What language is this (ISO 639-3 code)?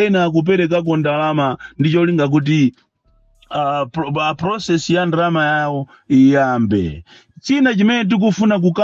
nya